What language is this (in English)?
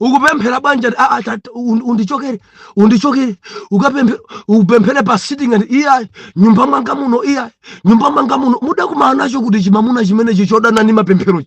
Nyanja